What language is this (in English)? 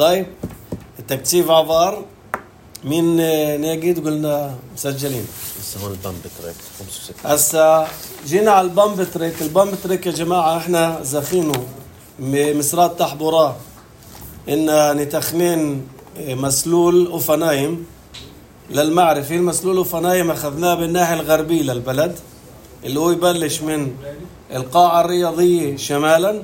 North Levantine Arabic